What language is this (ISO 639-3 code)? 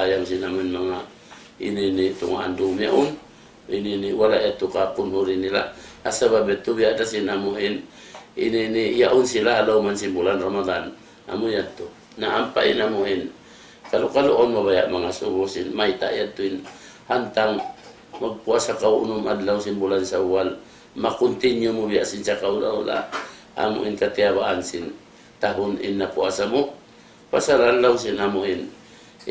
tsg